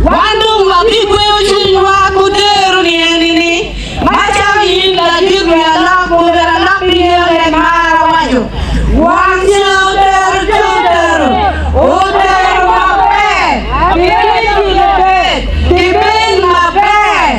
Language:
Acoli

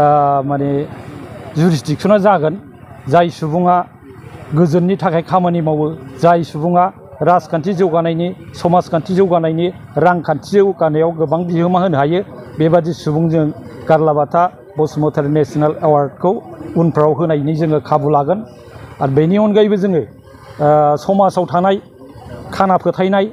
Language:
Bodo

